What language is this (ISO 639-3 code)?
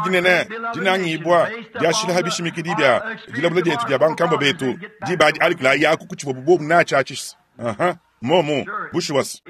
lua